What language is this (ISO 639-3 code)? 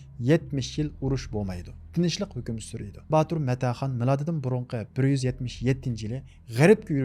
uig